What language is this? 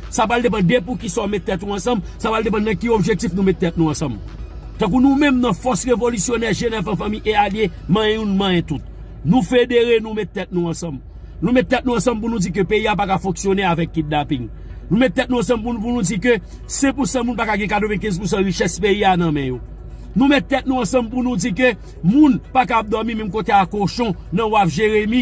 Haitian Creole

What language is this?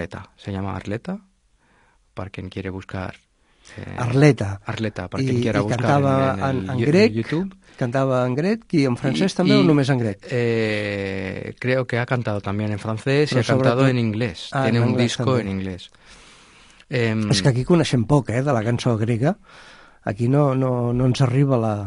Catalan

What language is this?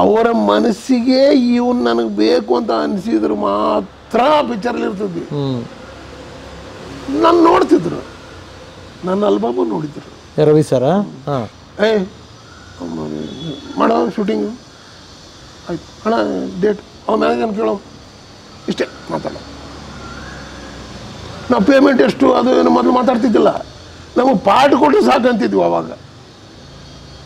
Kannada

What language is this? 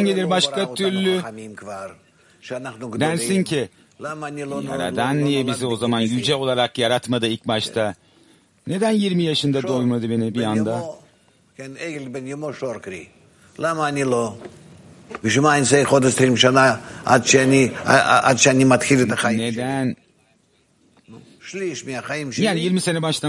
Turkish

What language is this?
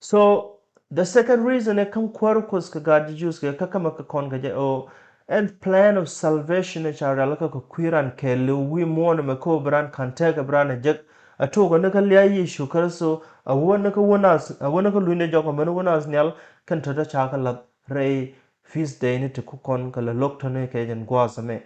Nuer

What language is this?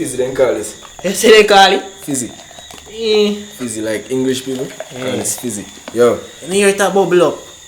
Jamaican Creole English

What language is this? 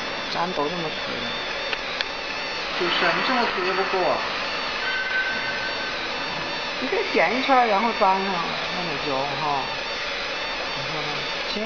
Chinese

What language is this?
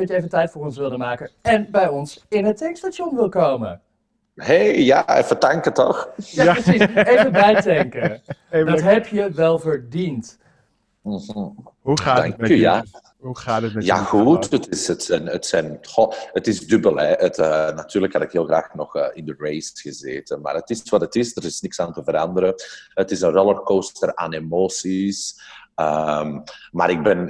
Dutch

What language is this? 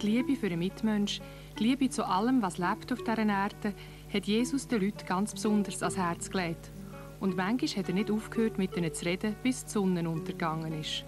Swiss German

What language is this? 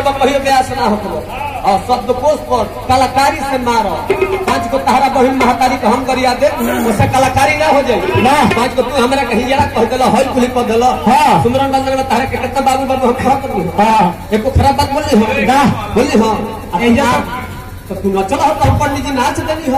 Bhojpuri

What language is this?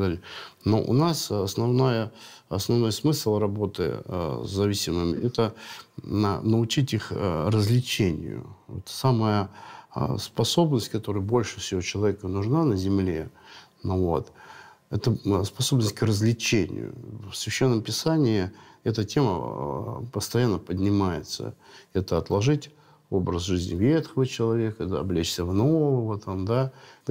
Russian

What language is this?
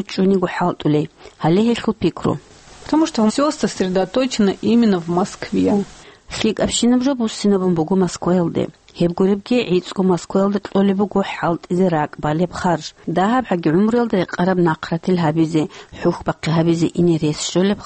Avaric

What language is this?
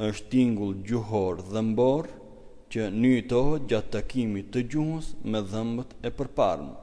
Albanian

